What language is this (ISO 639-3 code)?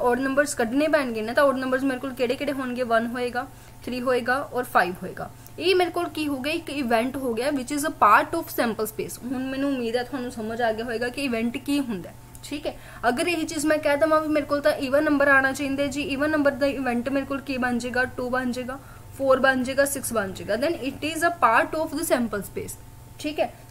pan